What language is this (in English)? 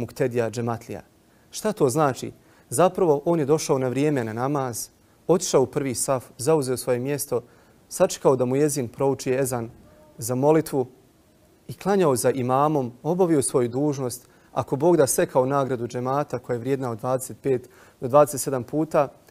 Bosnian